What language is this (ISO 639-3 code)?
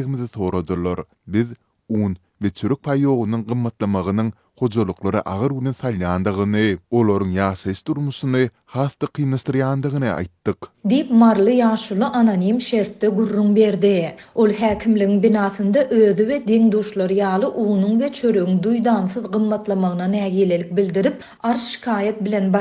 tuk